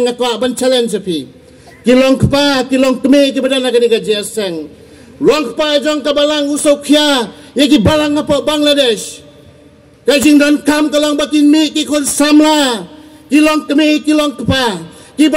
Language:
Khasi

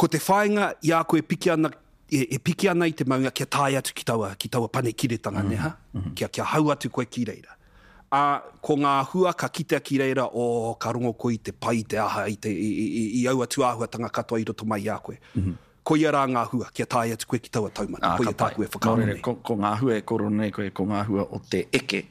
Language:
Māori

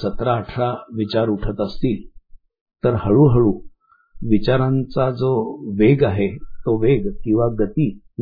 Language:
Marathi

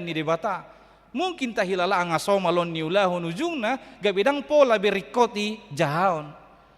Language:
Batak Toba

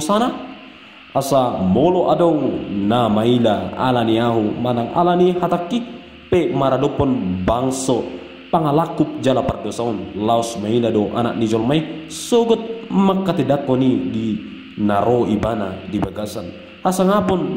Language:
Batak Toba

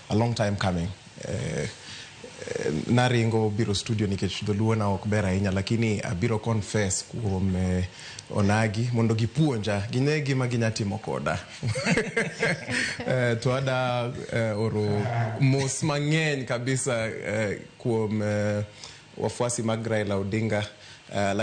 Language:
Luo (Kenya and Tanzania)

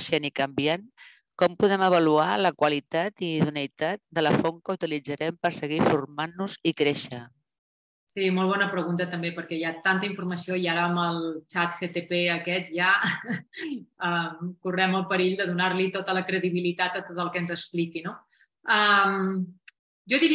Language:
Catalan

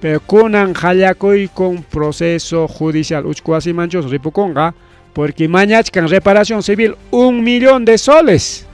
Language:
Ayacucho Quechua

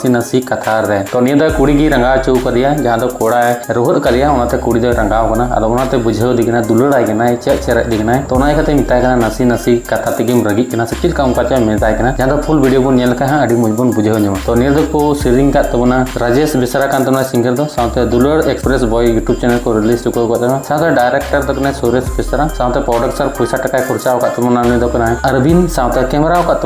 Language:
Santali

